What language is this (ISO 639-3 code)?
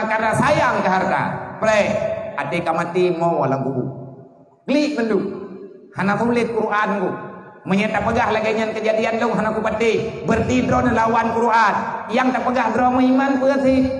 ace